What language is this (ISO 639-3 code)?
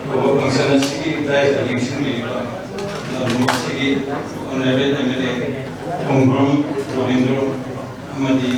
mni